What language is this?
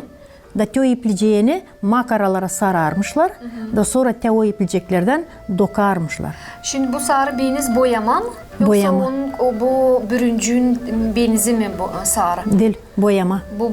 Gagauz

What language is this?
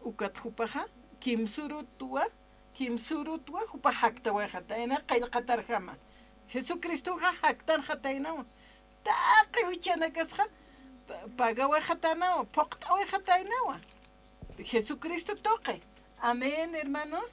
Aymara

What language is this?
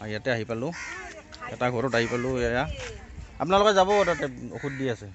Assamese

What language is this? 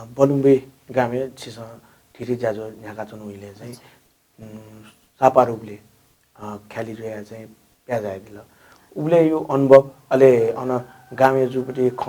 Newari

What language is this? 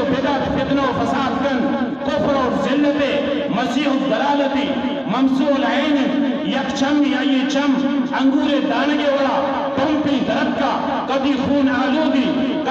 Eastern Balochi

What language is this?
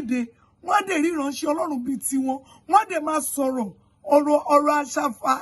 Yoruba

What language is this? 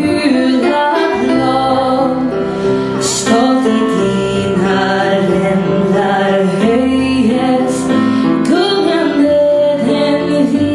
Swedish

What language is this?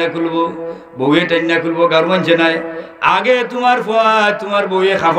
Sylheti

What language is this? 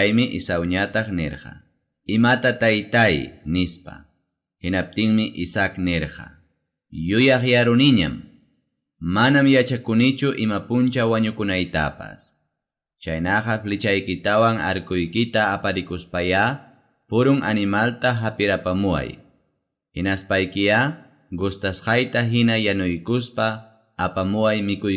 Ayacucho Quechua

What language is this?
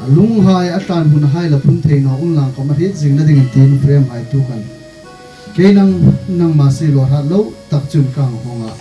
Hmar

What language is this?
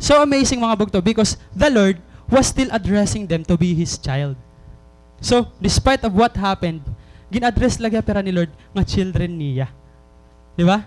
Waray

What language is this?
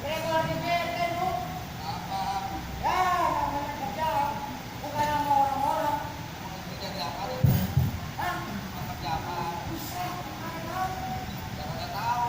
Betawi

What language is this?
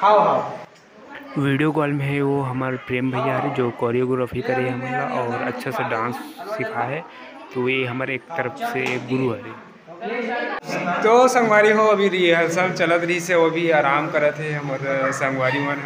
Chhattisgarhi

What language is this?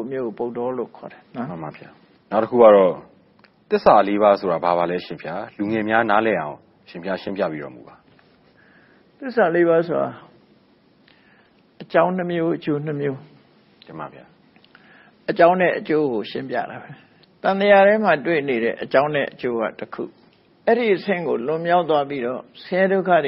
Burmese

